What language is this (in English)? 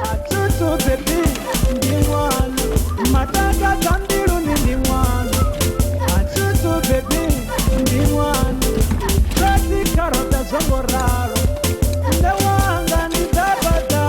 Venda